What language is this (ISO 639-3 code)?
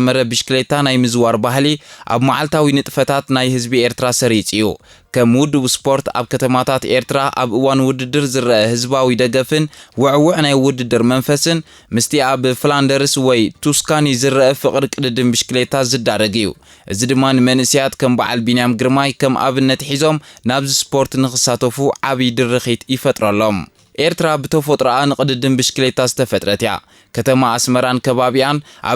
tir